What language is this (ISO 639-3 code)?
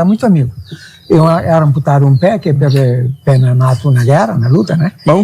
kea